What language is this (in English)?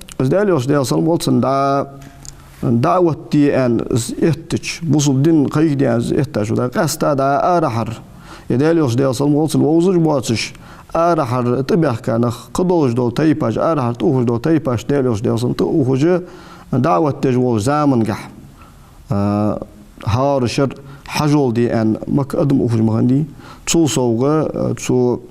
Ingush